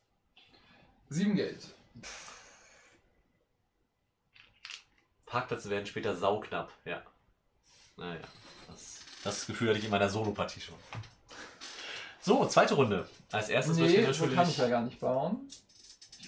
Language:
German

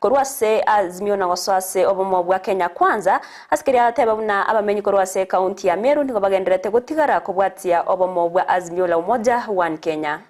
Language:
Gusii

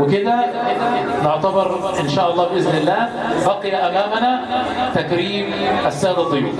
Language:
Egyptian Arabic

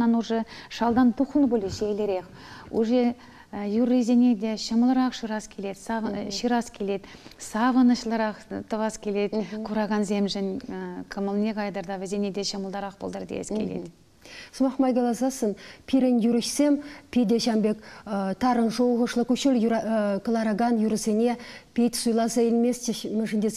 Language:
Chuvash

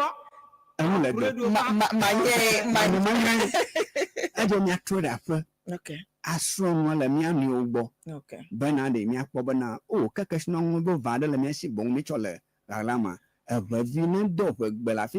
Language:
Ewe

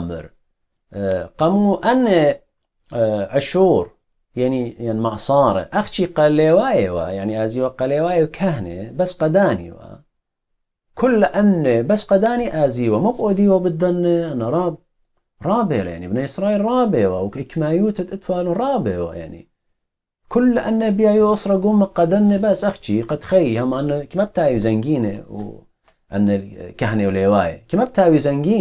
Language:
Assyrian Neo-Aramaic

